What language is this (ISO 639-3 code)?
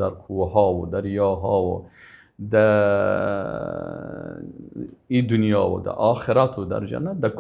fas